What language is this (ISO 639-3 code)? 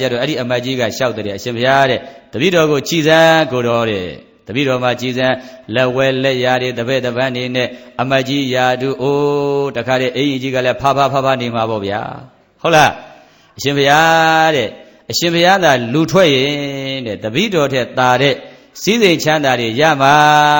mya